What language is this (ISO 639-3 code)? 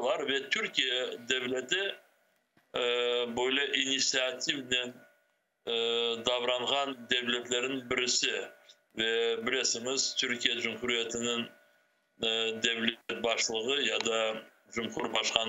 crh